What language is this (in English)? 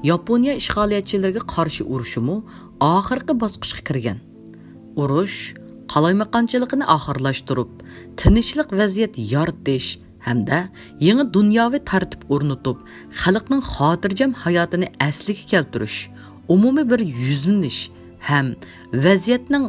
Uyghur